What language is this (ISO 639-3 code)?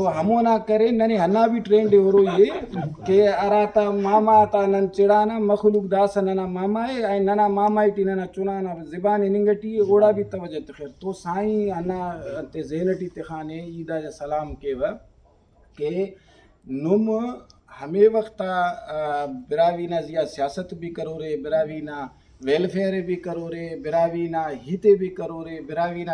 brh